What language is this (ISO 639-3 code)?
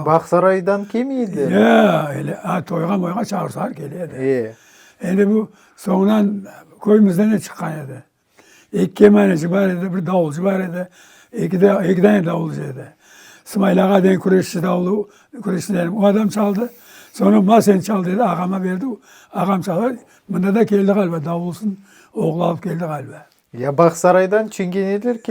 crh